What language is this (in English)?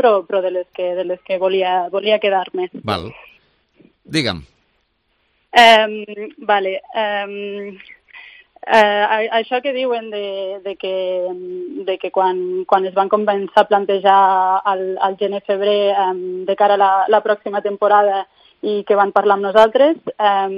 Catalan